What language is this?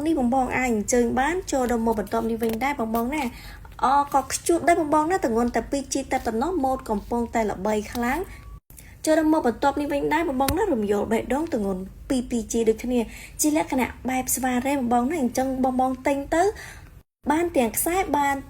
Khmer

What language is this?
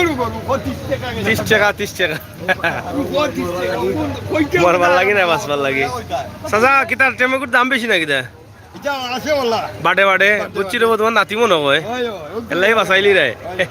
Sylheti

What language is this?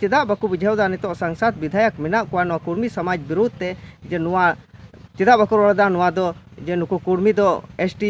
Santali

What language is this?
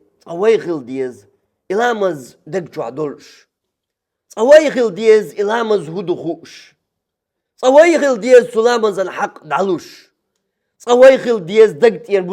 Chechen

